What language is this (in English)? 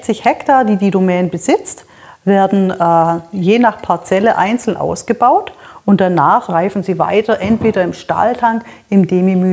German